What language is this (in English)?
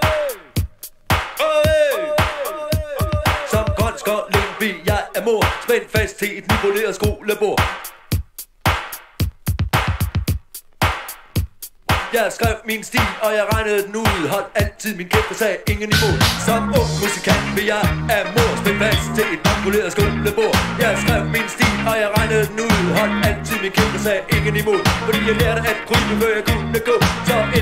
Danish